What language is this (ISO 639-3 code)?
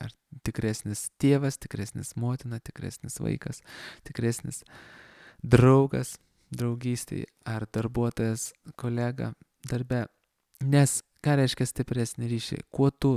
lit